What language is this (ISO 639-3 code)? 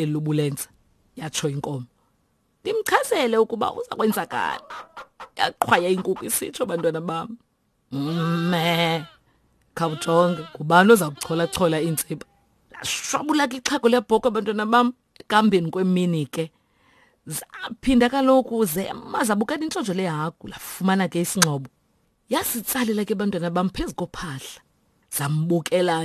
xho